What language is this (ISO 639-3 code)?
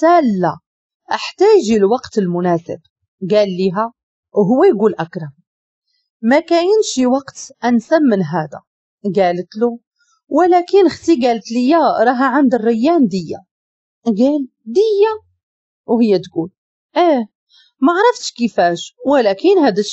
ary